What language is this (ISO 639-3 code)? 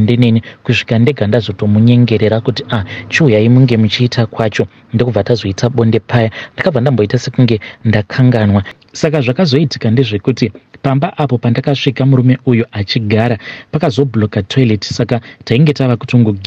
sna